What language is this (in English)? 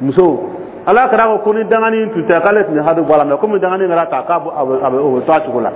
Dyula